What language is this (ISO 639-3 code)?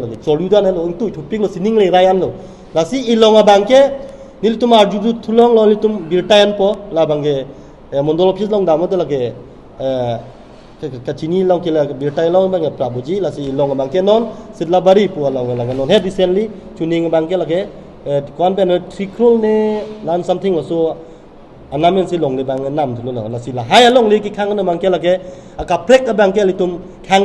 mjw